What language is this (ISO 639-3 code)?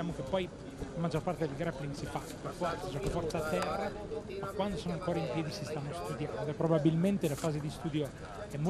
ita